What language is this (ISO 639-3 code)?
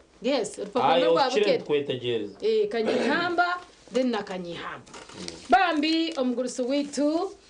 nyn